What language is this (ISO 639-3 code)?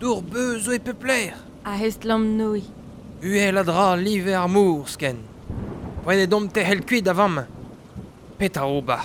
bre